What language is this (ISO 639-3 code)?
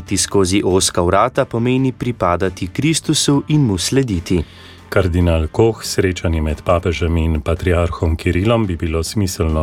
slv